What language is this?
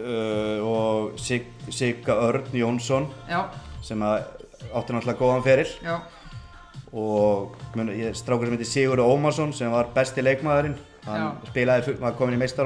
Icelandic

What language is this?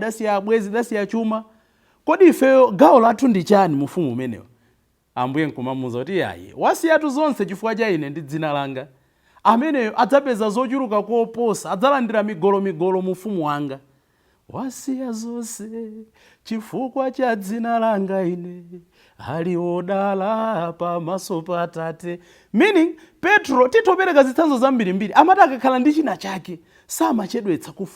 Nyanja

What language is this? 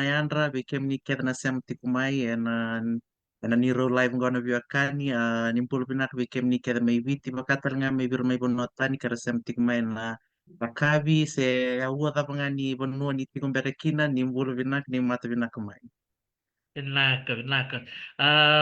Fijian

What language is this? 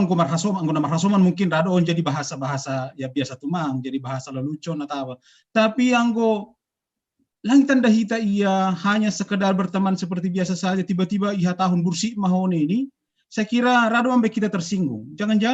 Batak Simalungun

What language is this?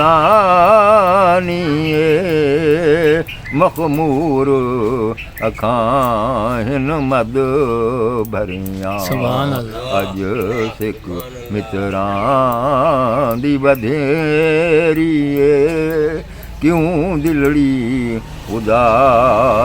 Saraiki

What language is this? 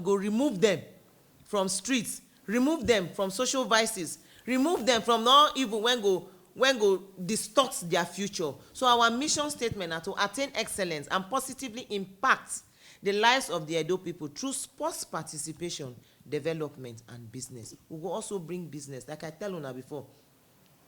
Nigerian Pidgin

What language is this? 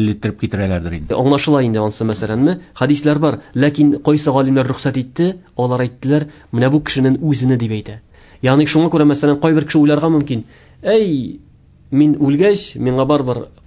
Tatar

